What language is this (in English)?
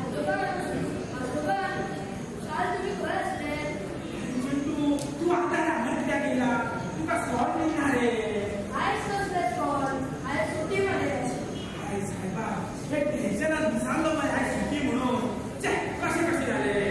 Konkani